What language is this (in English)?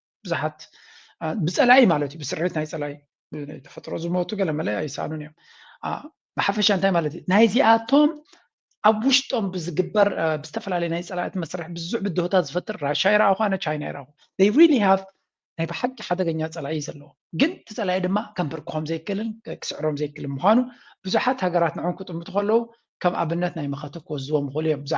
Tigrinya